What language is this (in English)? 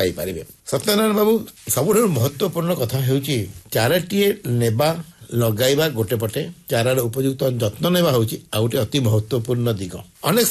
Odia